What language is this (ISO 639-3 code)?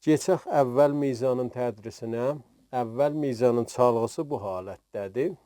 azb